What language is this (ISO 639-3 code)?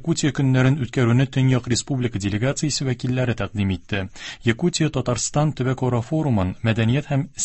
tat